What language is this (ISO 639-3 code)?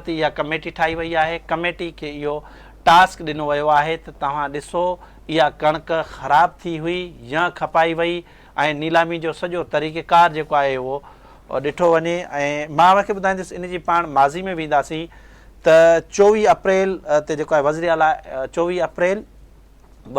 snd